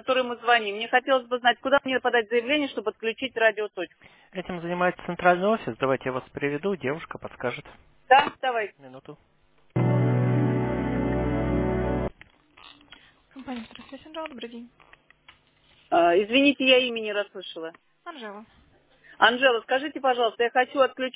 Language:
Russian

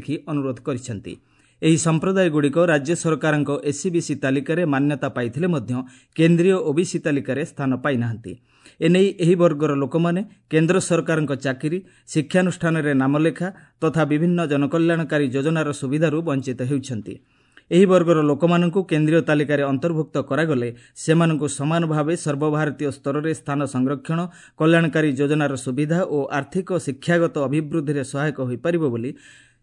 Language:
Odia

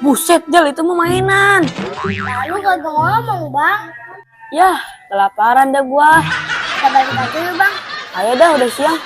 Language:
Betawi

